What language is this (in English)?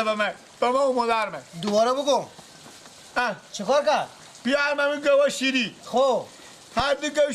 Persian